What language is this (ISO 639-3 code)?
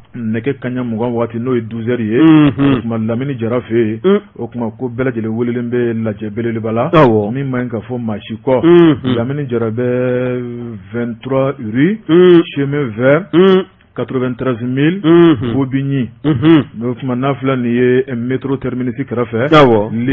bam